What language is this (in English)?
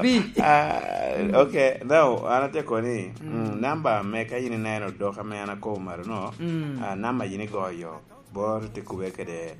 Lango (Uganda)